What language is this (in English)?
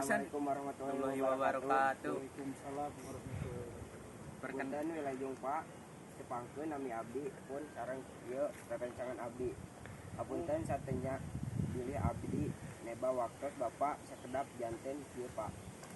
Sundanese